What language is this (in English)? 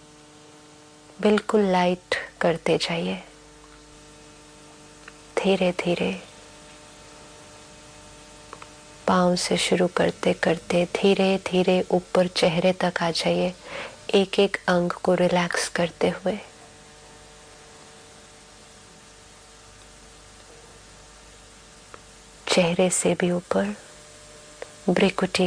Hindi